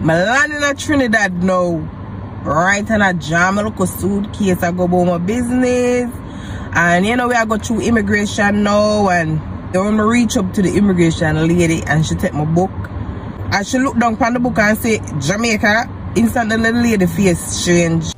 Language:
Jamaican Creole English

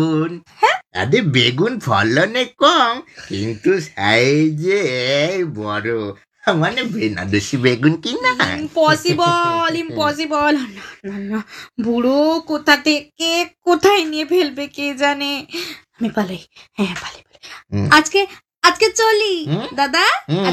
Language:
Bangla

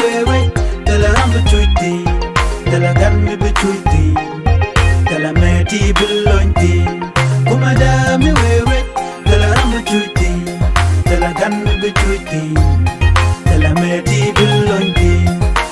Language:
Nuer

